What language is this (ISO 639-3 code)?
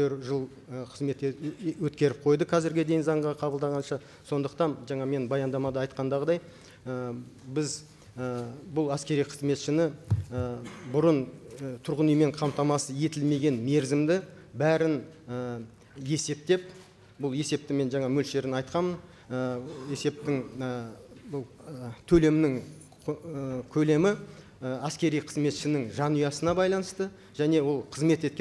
kaz